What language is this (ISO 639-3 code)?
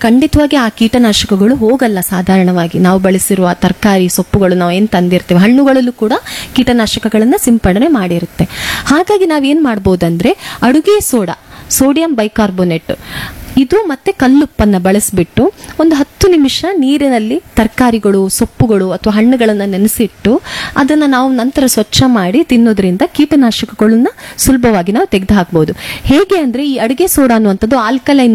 kan